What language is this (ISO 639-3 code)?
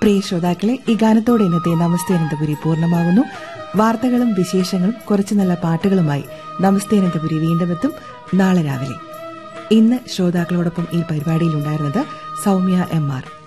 mal